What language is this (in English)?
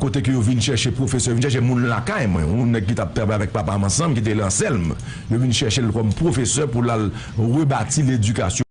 Haitian Creole